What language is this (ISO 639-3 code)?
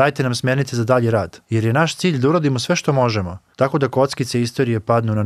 srp